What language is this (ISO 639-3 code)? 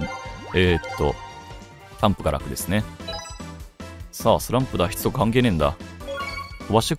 jpn